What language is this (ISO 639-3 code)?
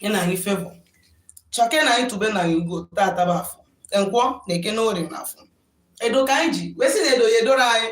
ibo